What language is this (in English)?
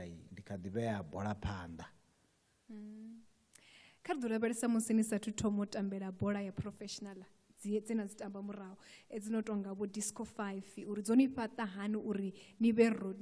Venda